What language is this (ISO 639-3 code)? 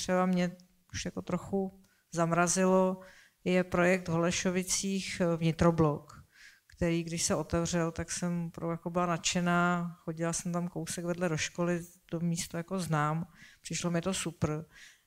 ces